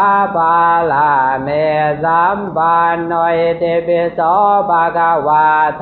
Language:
Pali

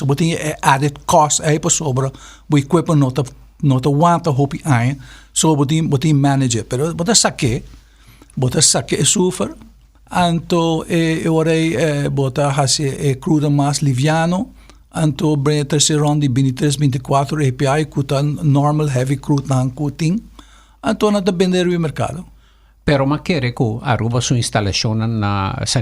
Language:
Papiamento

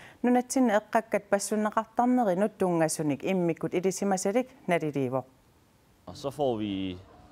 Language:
Kalaallisut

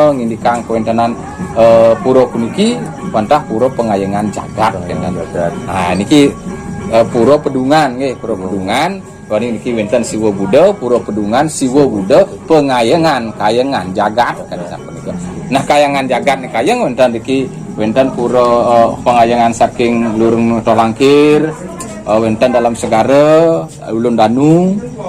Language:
Balinese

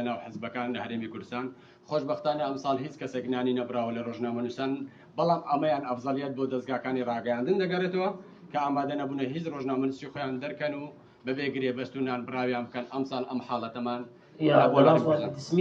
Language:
Central Kurdish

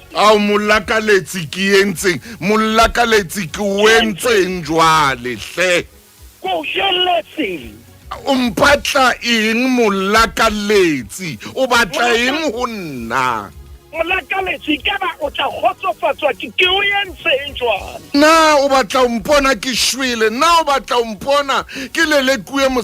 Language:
Southern Sotho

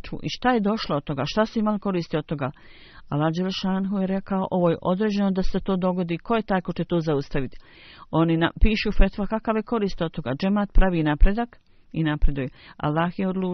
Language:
Bosnian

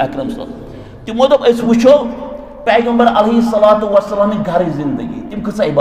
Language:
Kashmiri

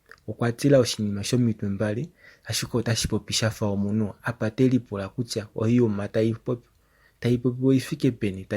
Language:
Kuanyama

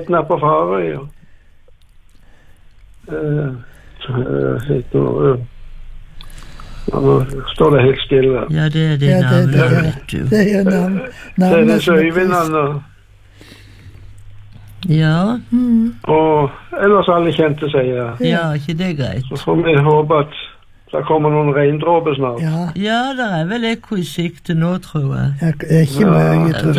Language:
Norwegian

